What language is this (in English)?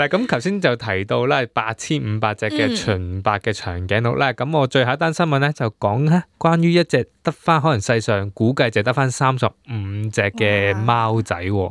Cantonese